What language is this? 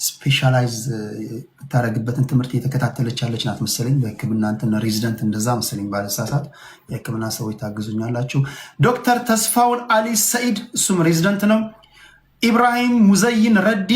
Amharic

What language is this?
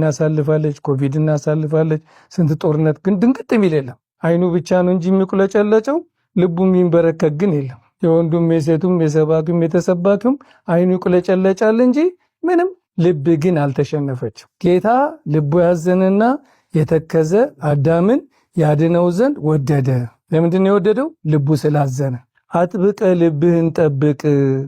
Amharic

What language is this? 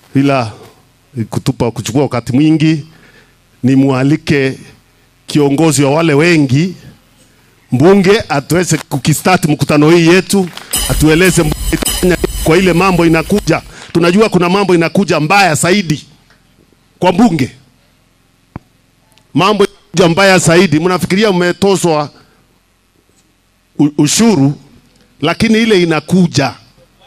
Swahili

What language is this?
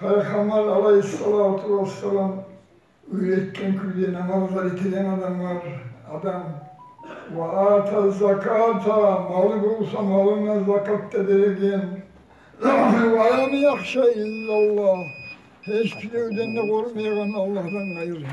Kumyk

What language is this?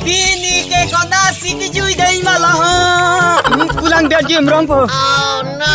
Karbi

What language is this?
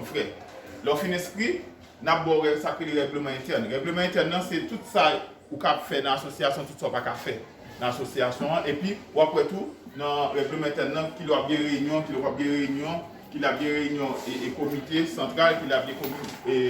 Haitian Creole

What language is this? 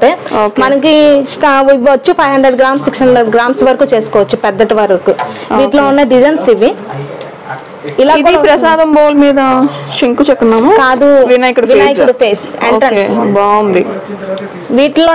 Telugu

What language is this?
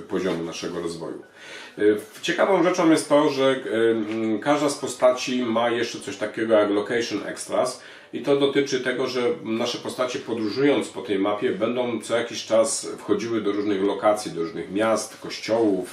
Polish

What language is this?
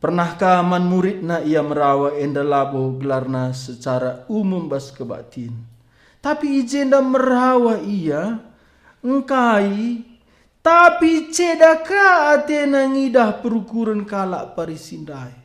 Batak Karo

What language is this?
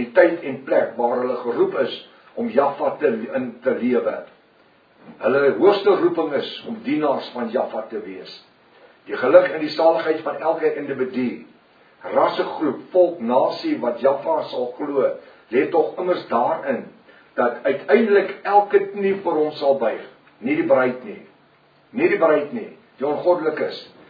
Afrikaans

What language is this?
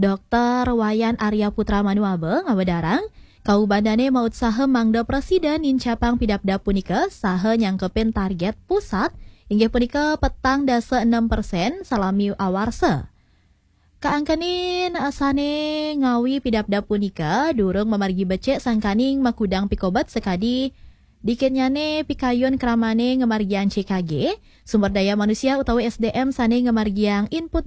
Balinese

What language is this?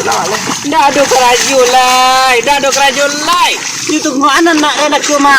Minangkabau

